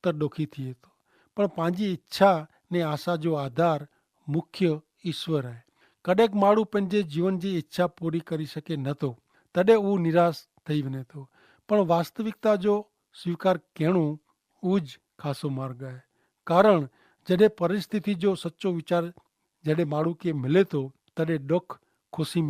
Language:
Kachhi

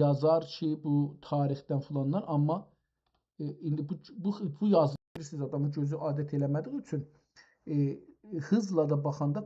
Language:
South Azerbaijani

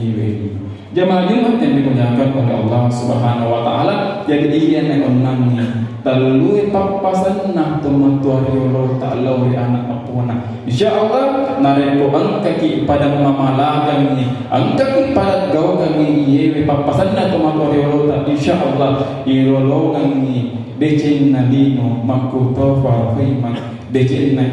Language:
Buginese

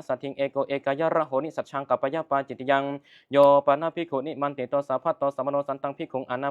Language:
Pali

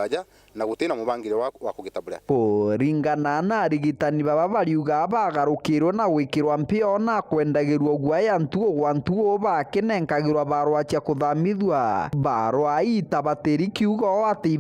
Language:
Meru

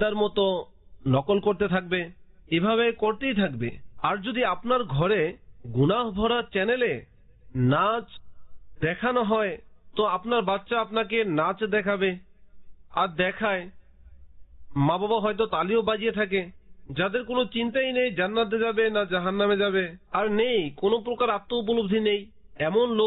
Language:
Bangla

